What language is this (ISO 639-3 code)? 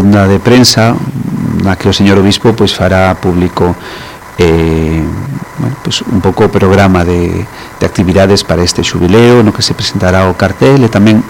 glg